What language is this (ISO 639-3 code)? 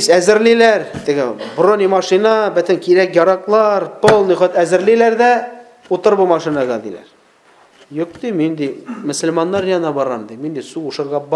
tat